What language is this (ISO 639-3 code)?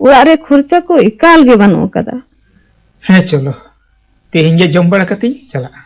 sat